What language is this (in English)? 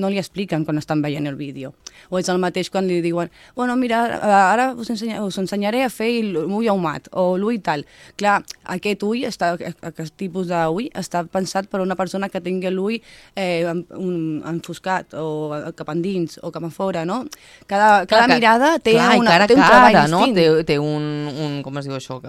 Catalan